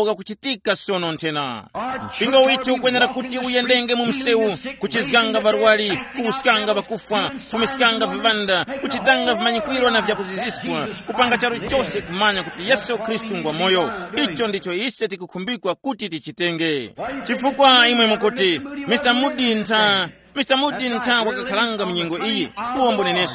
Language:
Tumbuka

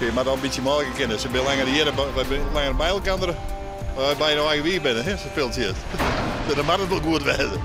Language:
Western Frisian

